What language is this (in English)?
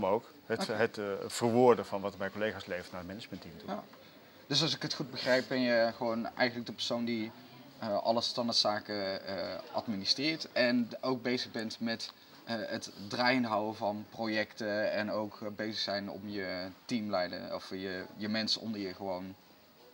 Dutch